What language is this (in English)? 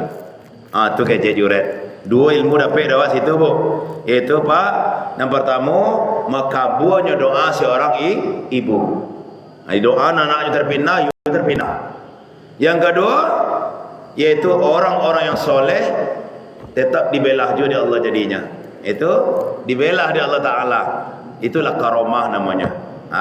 Minangkabau